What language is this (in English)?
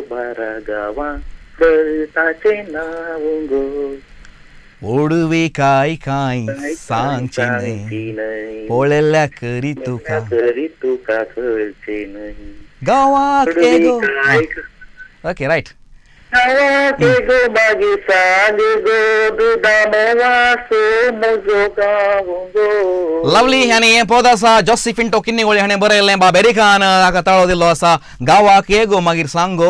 Konkani